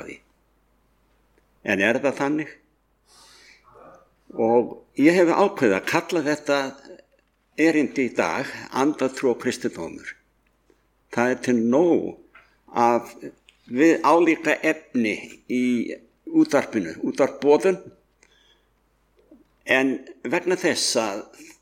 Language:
Icelandic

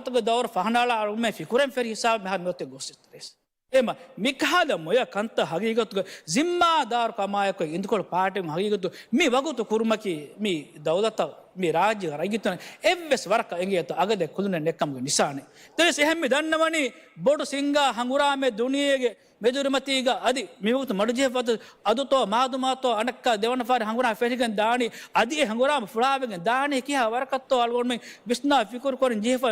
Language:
Divehi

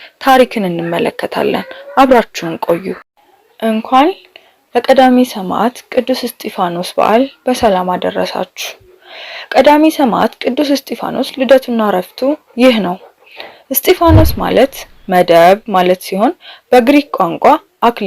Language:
Amharic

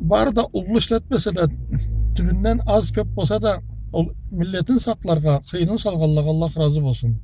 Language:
Karachay-Balkar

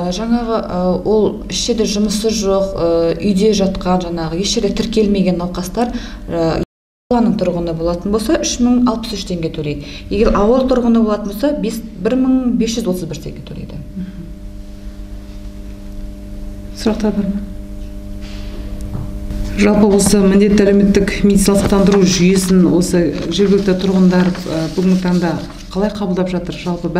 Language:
Kazakh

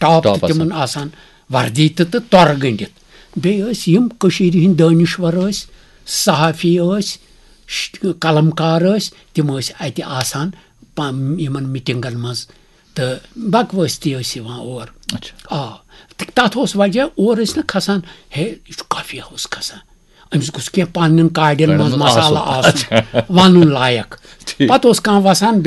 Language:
Kashmiri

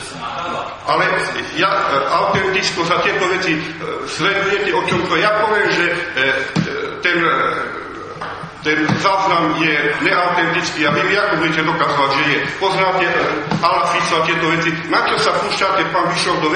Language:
Slovak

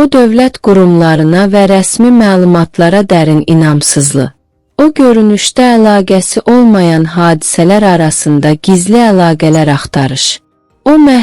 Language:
South Azerbaijani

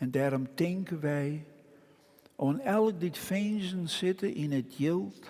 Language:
Western Frisian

